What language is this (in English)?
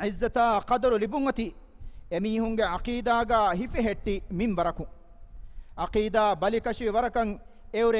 Divehi